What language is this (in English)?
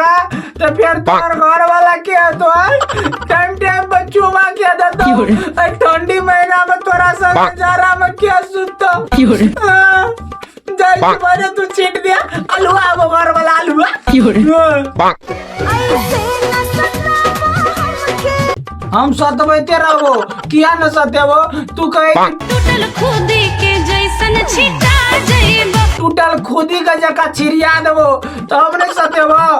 Maithili